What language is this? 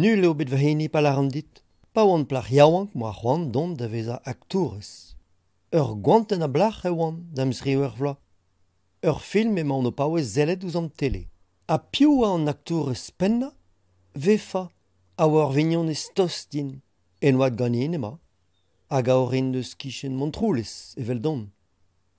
Breton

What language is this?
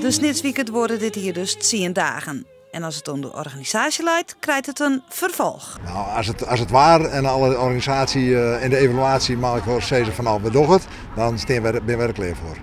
Western Frisian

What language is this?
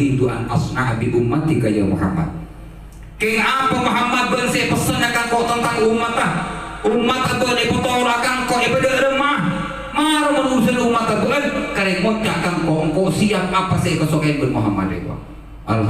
Madurese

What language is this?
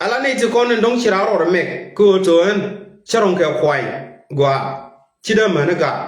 Nuer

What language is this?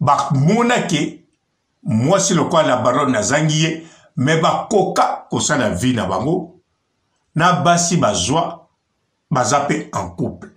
Lingala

